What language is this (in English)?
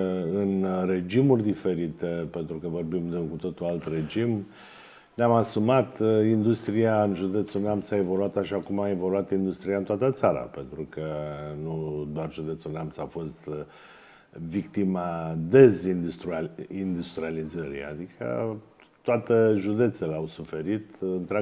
Romanian